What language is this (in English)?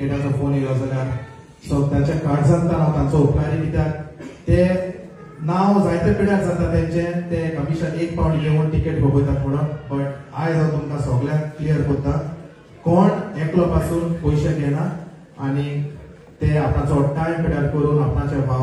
Konkani